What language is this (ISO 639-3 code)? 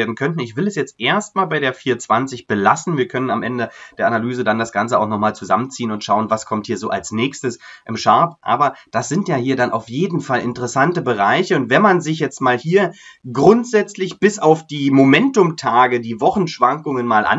deu